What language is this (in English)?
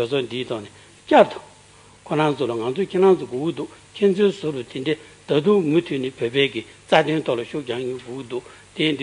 Tibetan